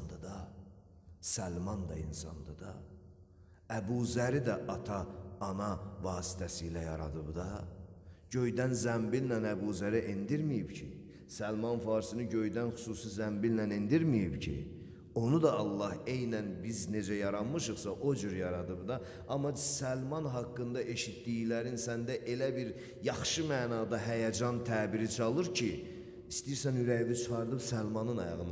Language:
Azerbaijani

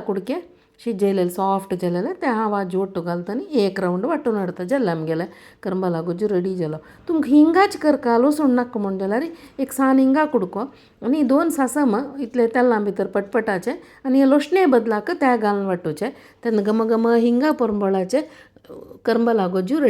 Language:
Konkani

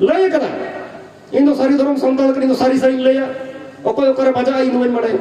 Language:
Santali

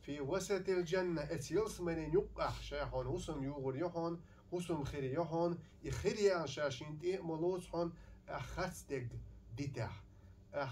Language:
Chechen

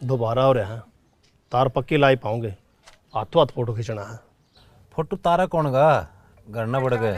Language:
Haryanvi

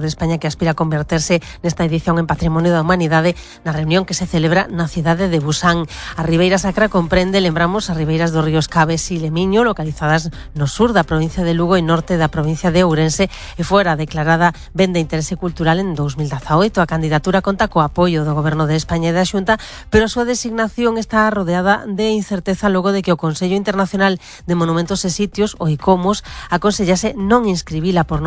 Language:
Galician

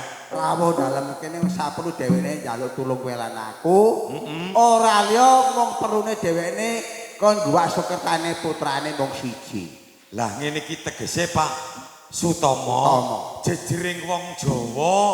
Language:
Javanese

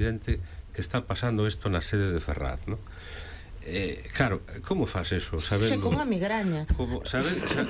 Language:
Galician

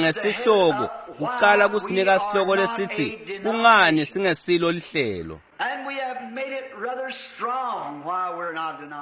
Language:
Swati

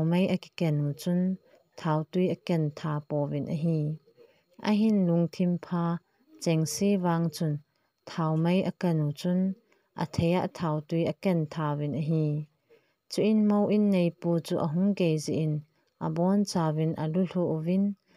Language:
Thado Chin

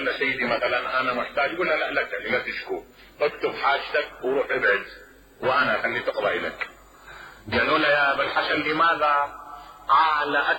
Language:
Mesopotamian Arabic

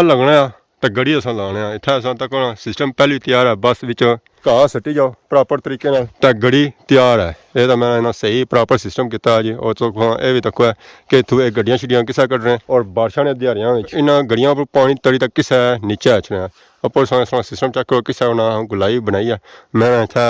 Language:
Pahari-Potwari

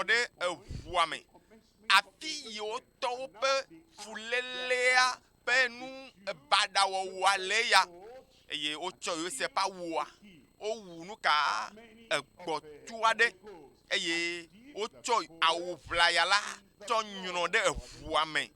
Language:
Ewe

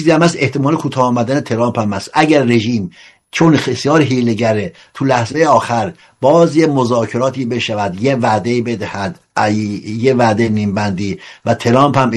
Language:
Persian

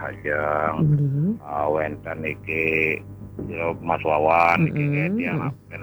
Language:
Balinese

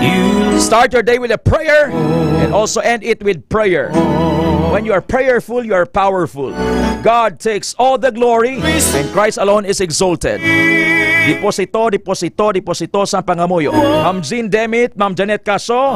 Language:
Hiligaynon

